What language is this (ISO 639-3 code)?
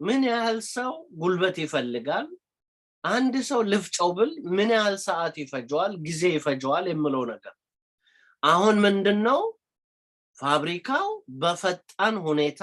amh